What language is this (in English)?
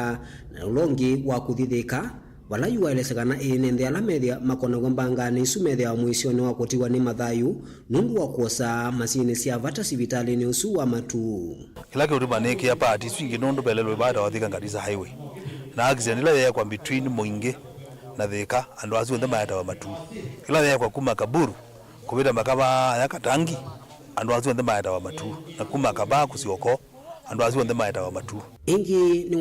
Kamba